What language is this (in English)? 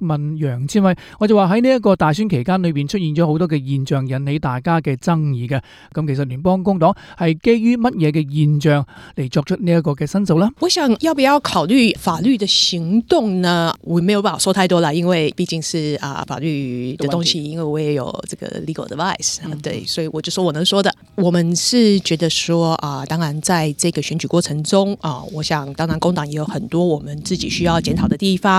Cantonese